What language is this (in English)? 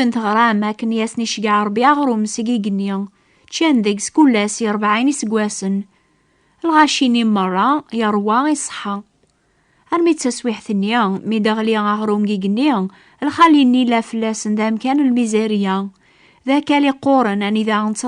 Kabyle